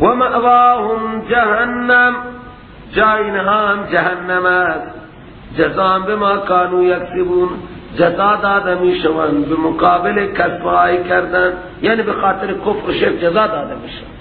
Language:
Persian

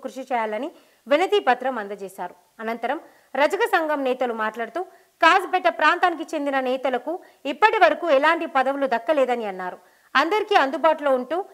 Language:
Telugu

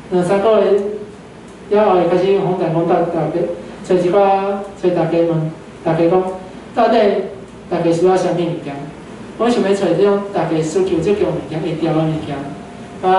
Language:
Min Nan Chinese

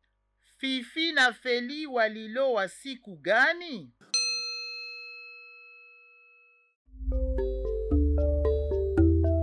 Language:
Swahili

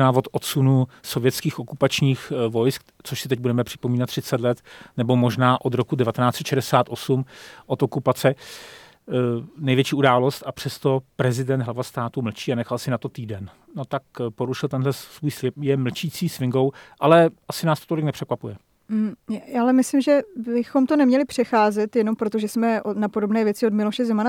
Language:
Czech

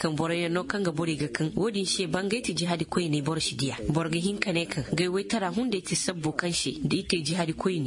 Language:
Koyraboro Senni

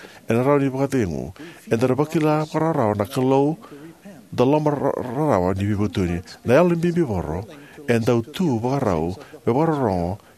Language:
Fijian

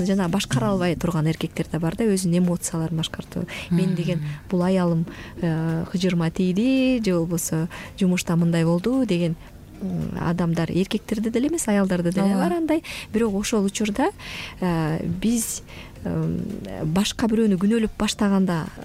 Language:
Kyrgyz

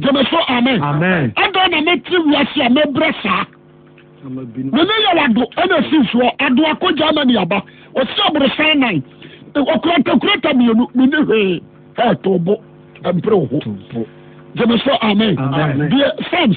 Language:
Akan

